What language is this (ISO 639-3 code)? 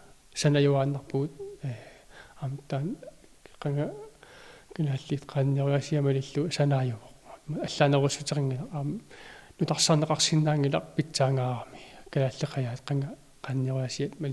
kal